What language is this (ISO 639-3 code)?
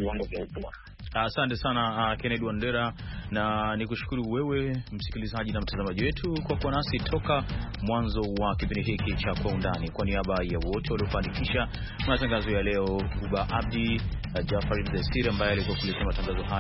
swa